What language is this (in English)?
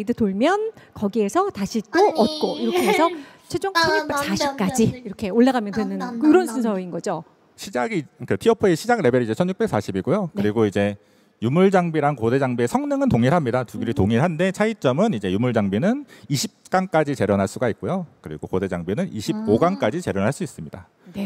Korean